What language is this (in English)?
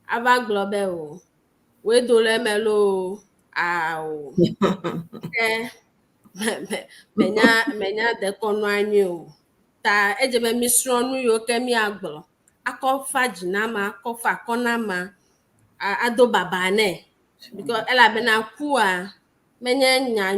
Ewe